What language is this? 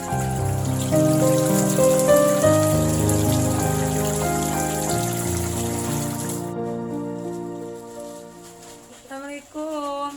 Sundanese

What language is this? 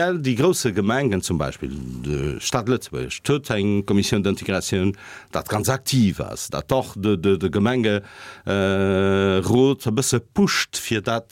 Luxembourgish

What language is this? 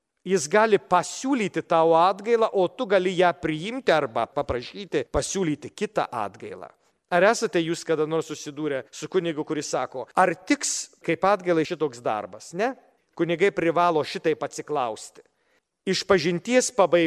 Lithuanian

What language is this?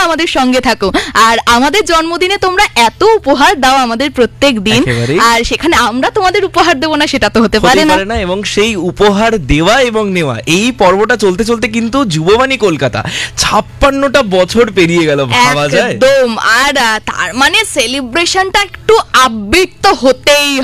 Bangla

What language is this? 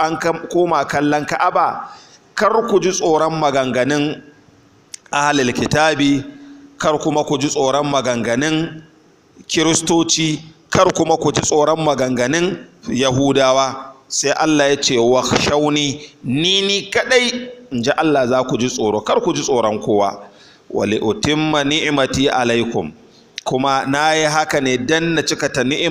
Hausa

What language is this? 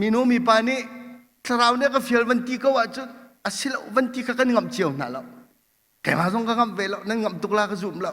Hakha Chin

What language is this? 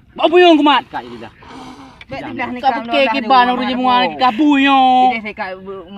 Achinese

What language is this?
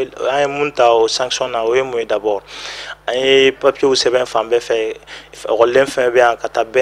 Bambara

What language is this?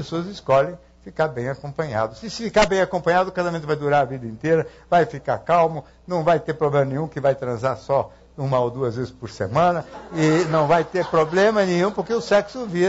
Portuguese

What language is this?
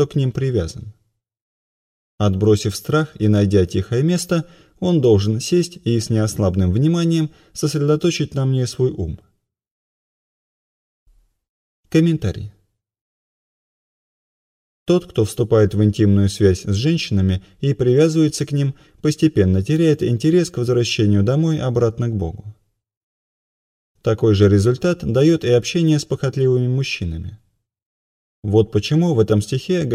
Russian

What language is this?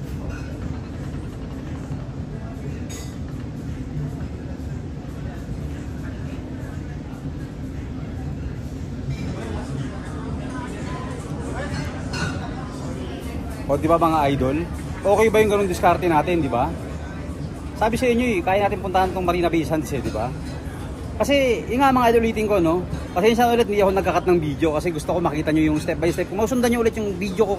Filipino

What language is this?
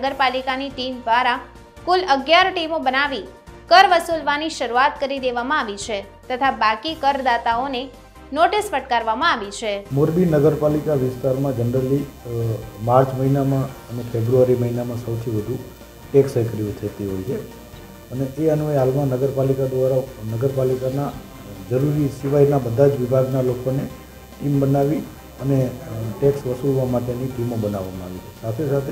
Gujarati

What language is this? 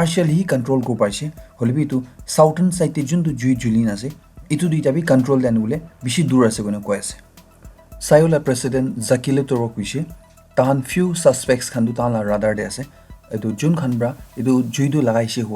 Naga Pidgin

